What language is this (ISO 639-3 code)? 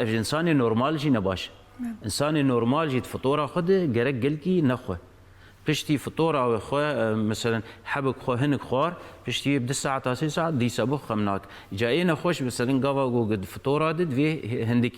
kur